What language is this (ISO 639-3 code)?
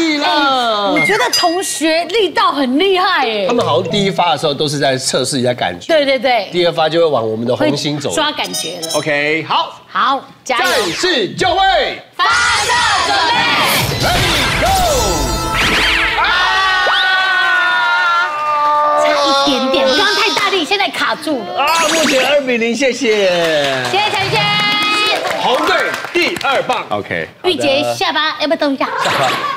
zho